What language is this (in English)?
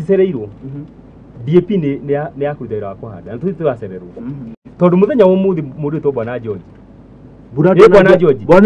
Kikuyu